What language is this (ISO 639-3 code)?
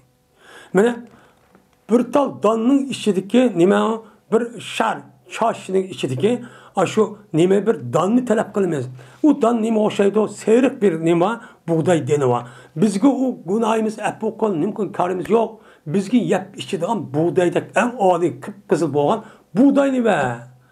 uig